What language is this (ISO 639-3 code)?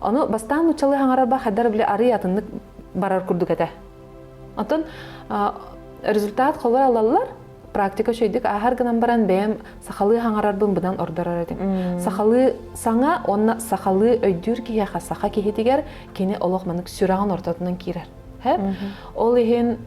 sah